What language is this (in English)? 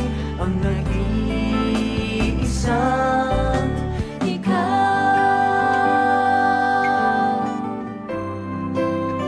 Filipino